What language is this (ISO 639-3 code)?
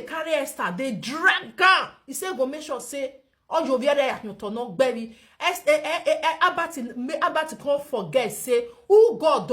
pcm